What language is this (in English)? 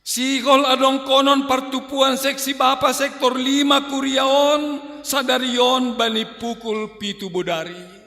Batak Simalungun